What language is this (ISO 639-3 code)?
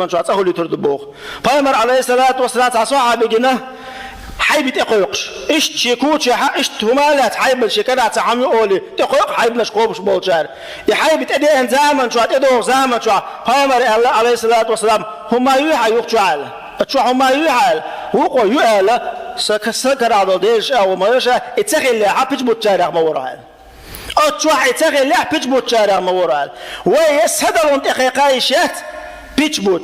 che